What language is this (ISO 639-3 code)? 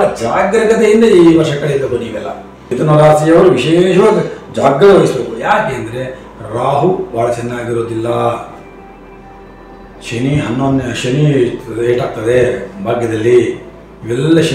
kan